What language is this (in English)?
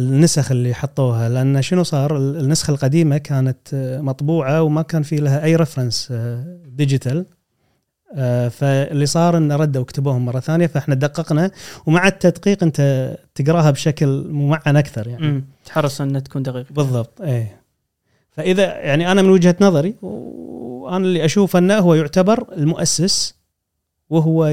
Gulf Arabic